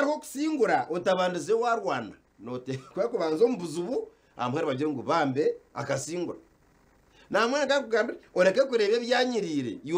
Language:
Nyankole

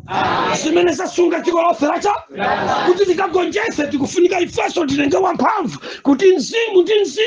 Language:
Nyanja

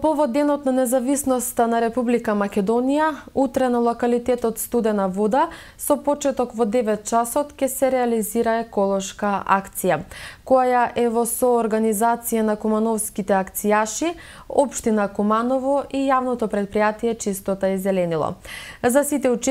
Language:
Macedonian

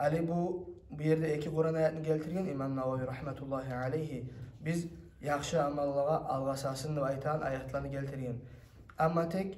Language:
Kumyk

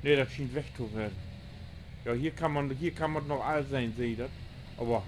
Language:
Low German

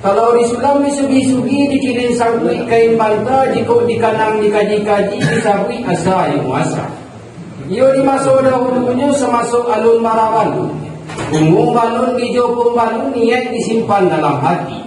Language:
Minangkabau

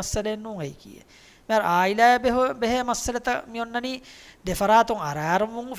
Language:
Divehi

